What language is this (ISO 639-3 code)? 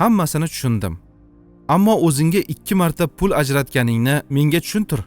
uzb